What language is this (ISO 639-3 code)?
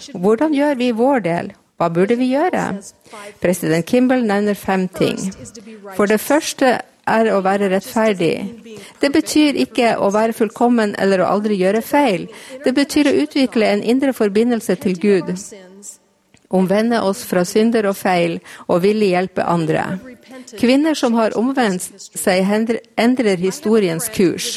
nor